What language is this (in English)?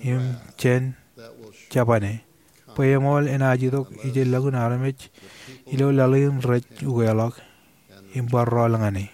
Marshallese